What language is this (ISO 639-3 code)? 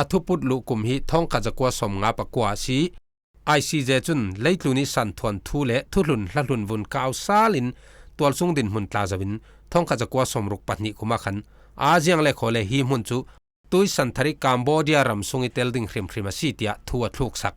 cfm